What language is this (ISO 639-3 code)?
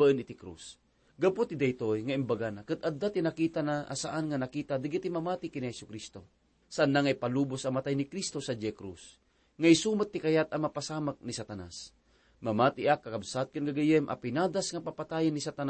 ilo